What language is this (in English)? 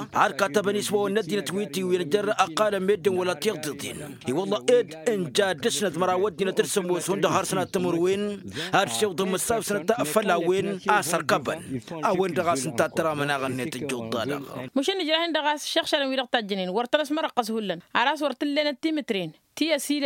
Tamasheq